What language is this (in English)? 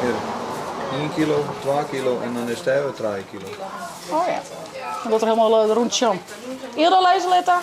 Western Frisian